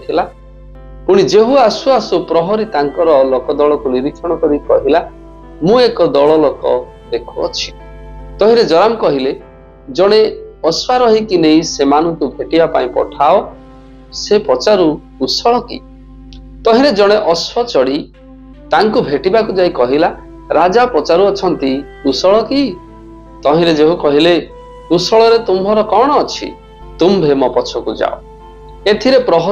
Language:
Odia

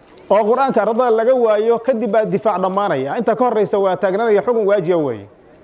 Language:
Somali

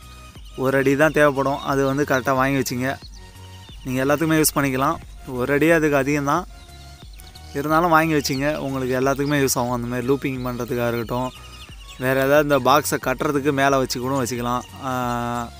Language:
Tamil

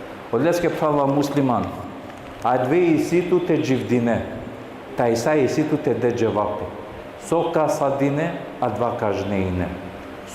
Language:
Balkan Romani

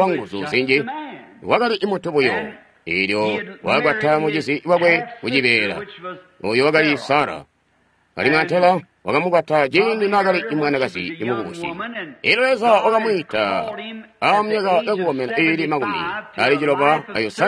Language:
Tonga (Zambia)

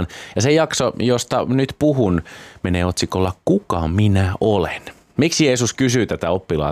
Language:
Finnish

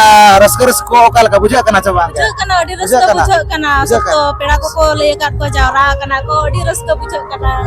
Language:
Santali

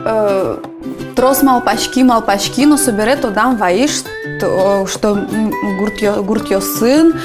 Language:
Udmurt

